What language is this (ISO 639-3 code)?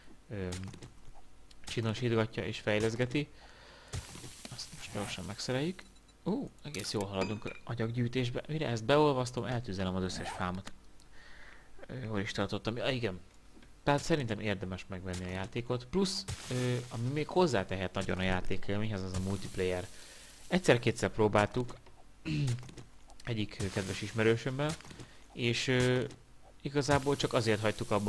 hun